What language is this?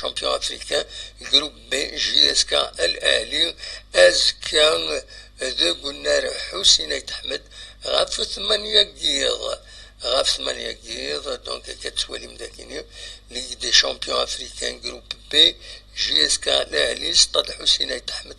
Kabyle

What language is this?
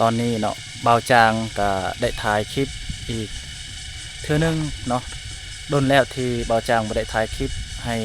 Lao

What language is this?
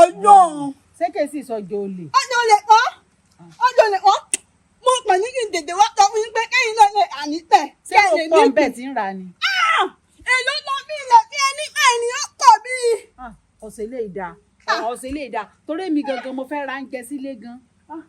Yoruba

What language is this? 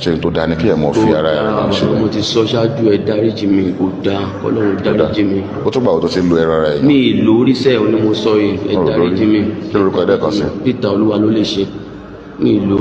Yoruba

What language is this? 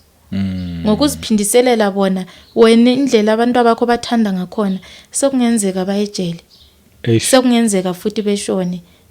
Zulu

